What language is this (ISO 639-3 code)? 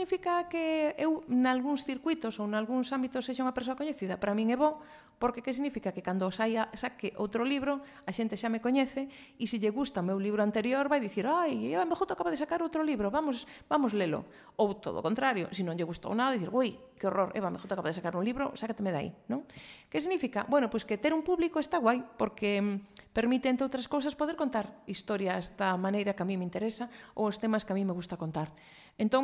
glg